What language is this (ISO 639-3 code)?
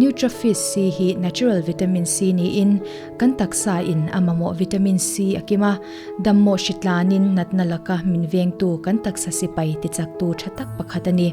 lus